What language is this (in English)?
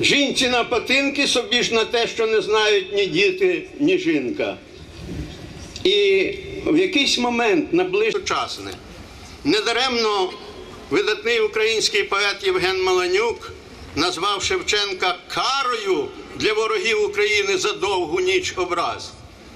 Ukrainian